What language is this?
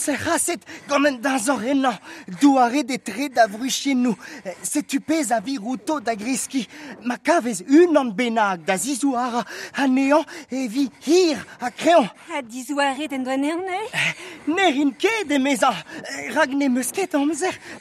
Breton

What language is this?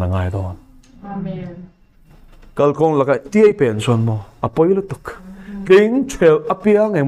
Mizo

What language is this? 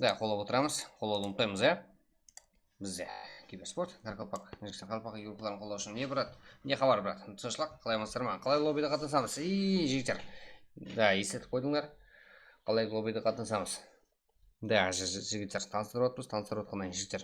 Kara-Kalpak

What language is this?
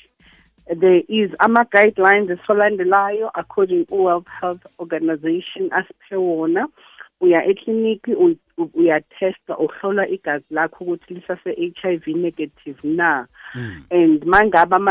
South Ndebele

